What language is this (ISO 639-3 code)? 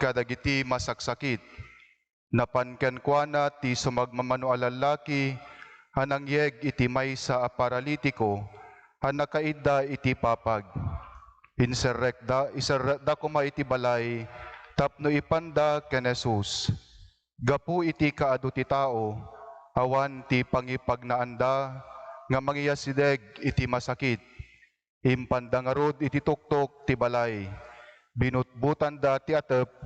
ilo